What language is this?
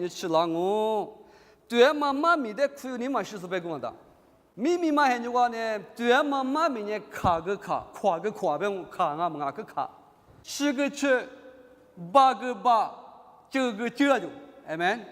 Lisu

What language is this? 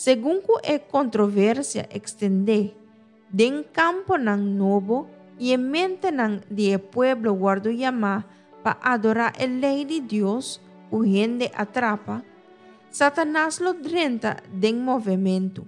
Papiamento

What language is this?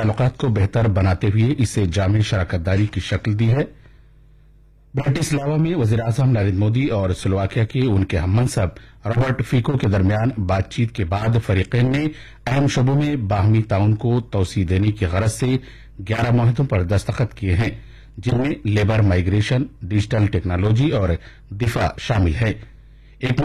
Urdu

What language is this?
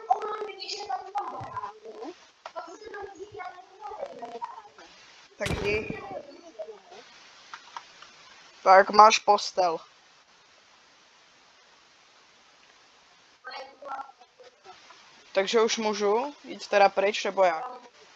Czech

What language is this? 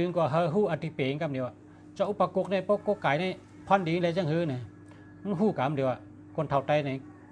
Shan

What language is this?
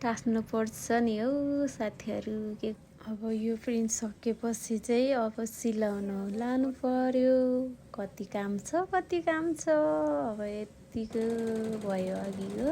Nepali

